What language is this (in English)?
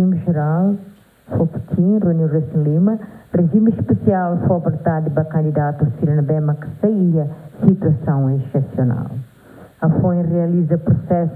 Tetum